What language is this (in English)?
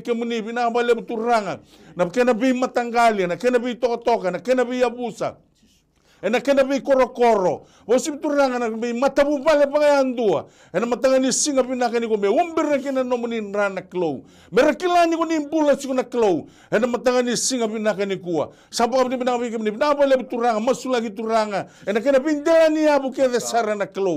Fijian